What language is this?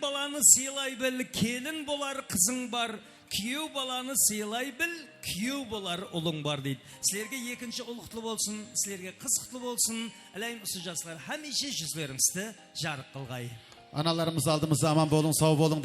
Kara-Kalpak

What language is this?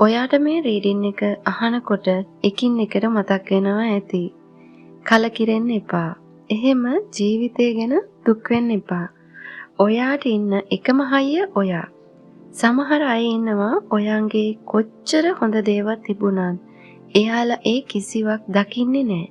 Sinhala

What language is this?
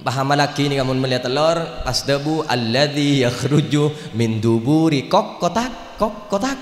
Madurese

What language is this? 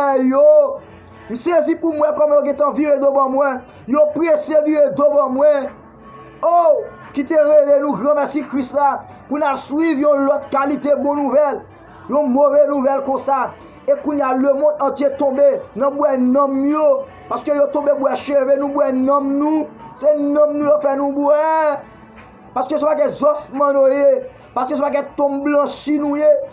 Haitian Creole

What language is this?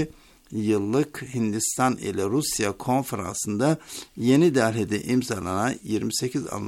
Turkish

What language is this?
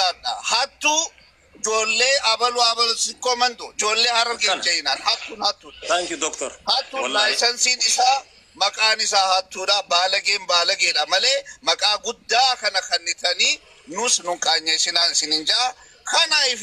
Oromo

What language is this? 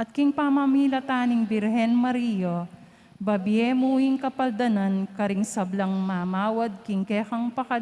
Pampanga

